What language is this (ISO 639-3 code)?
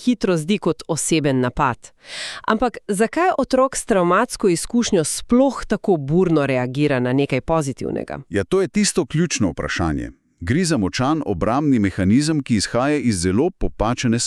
slv